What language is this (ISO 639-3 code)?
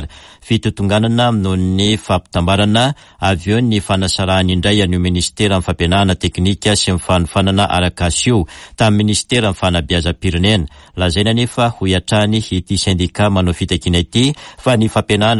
mlg